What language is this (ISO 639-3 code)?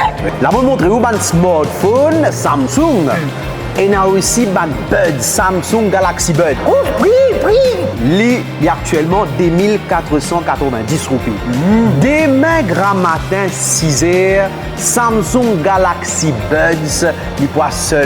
mfe